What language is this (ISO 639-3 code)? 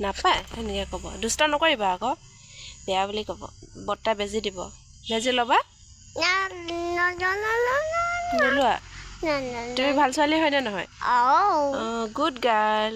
asm